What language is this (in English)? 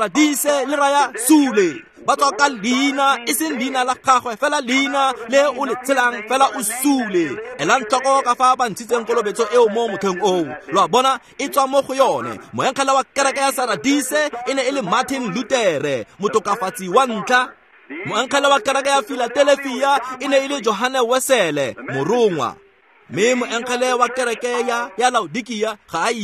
Tswana